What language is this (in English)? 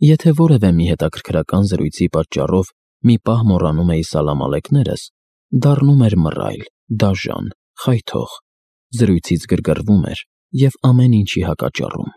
Armenian